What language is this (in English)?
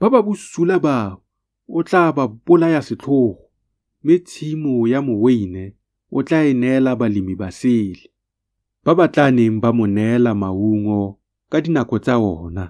Tswana